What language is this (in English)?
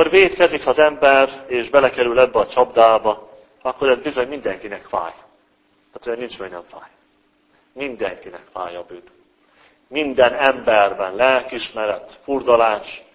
Hungarian